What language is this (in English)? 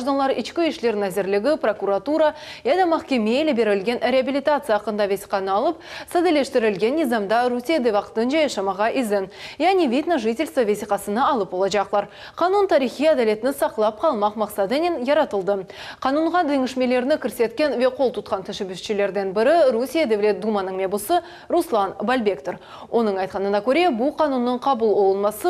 Crimean Tatar